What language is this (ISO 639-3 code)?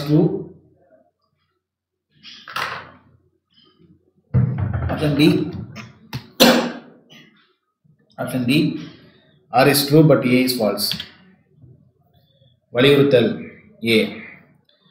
tam